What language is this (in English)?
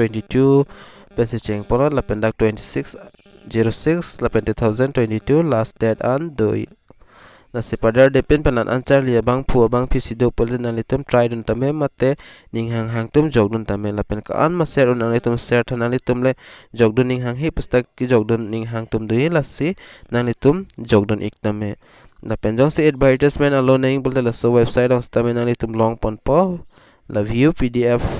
Karbi